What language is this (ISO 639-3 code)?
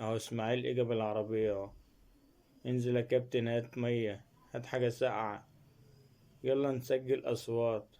arz